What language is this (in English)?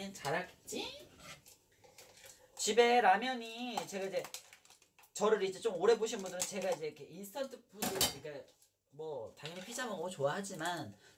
Korean